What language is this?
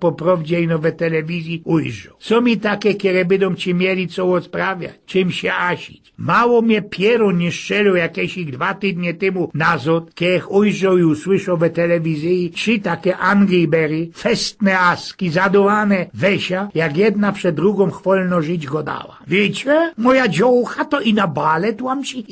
Silesian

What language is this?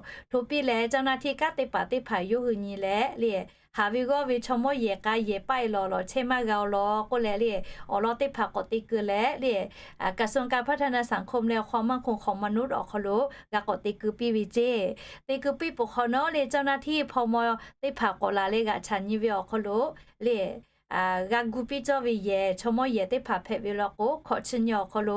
Lahu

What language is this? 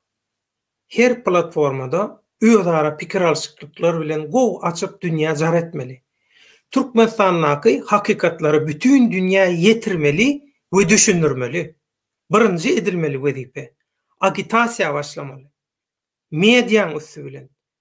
Turkmen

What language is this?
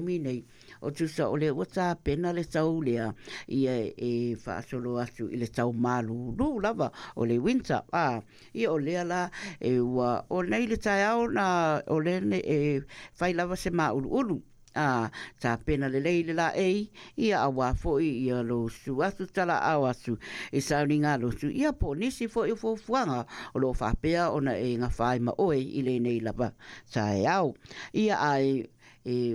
Samoan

